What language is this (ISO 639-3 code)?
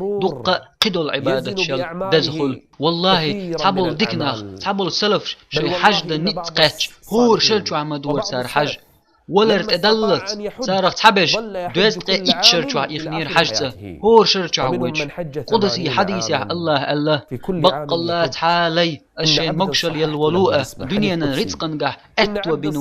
che